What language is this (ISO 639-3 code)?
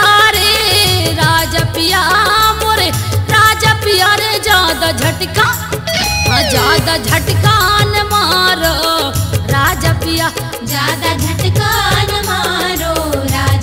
bns